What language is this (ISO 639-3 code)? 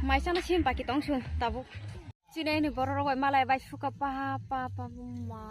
trp